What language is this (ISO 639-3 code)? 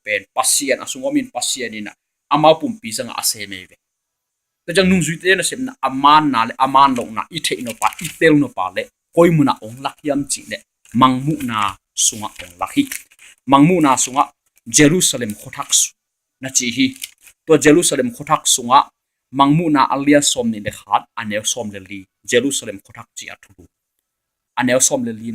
ctd